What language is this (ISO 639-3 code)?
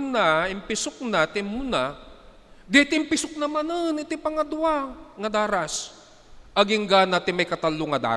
ilo